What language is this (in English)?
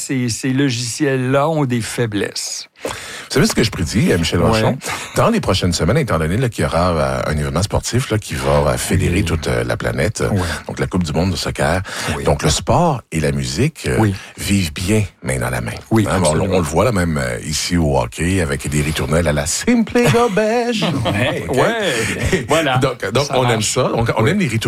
French